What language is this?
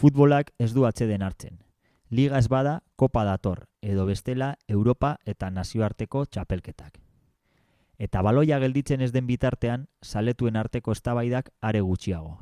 Basque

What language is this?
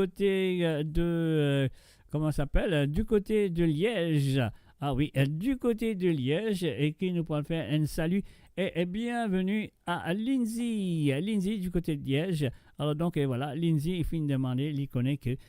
Morisyen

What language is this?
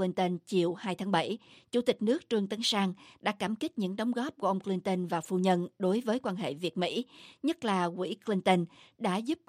Vietnamese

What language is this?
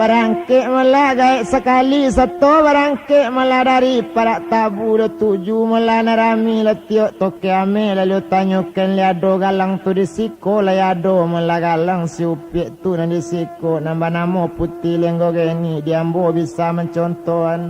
Minangkabau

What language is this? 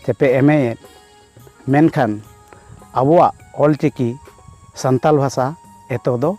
Santali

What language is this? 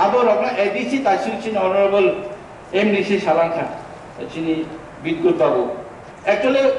Kok Borok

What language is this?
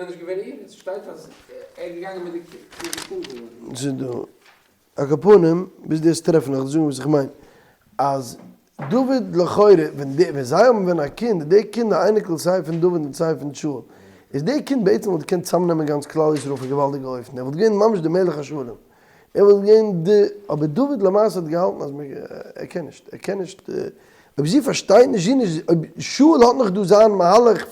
Yiddish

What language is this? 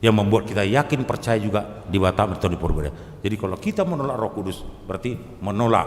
Batak Toba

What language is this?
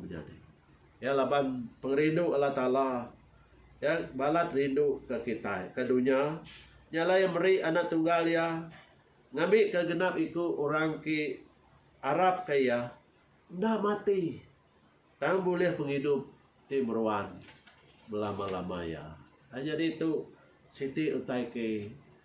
Iban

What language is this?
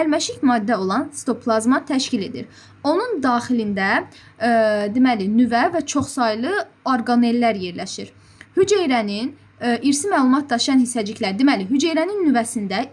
Azerbaijani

